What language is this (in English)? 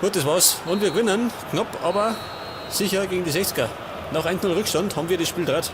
Bavarian